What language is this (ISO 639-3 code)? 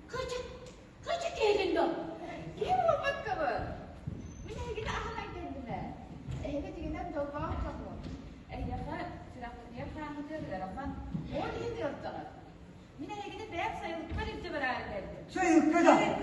sah